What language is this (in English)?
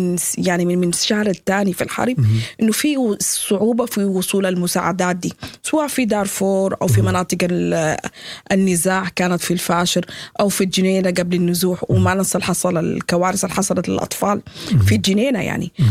Sudanese Arabic